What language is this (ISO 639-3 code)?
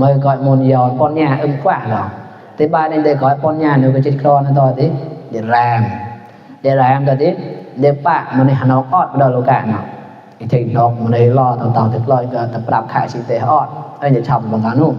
mnw